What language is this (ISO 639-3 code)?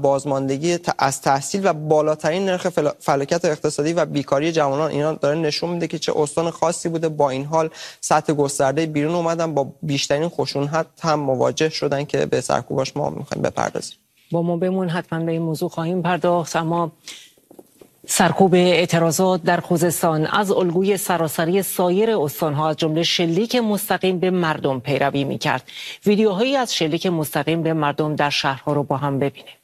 fas